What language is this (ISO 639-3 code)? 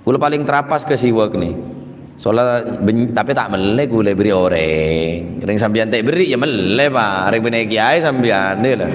mad